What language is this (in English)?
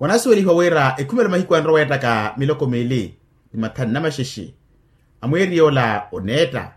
Makhuwa